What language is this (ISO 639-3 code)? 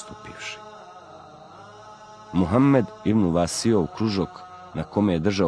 bos